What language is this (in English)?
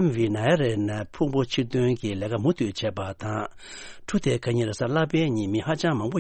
Tibetan